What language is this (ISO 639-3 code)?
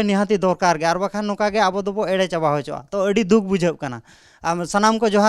sat